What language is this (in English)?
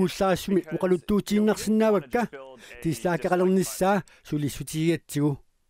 Kalaallisut